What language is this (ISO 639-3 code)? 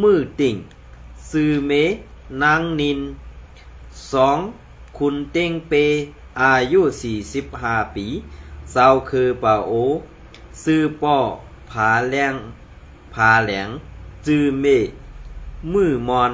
shn